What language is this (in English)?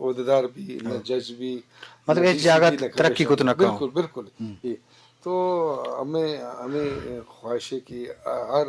Eastern Balochi